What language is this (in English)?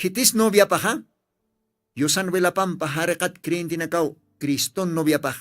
Aymara